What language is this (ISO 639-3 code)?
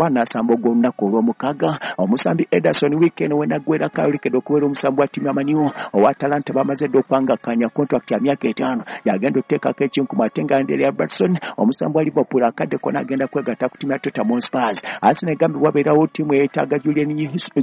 lug